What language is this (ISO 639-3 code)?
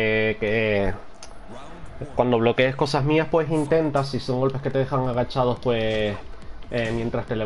spa